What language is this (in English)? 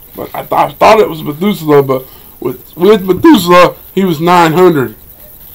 English